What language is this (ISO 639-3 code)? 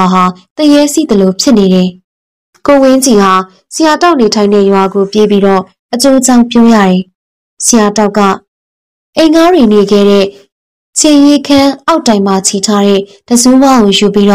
mya